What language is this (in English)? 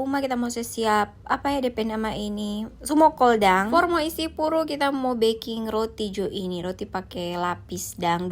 Manado Malay